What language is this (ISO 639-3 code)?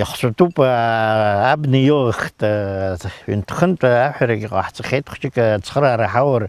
abk